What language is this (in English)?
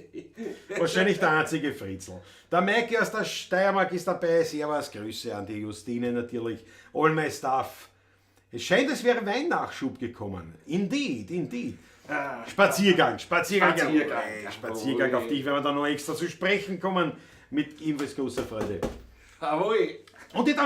Bavarian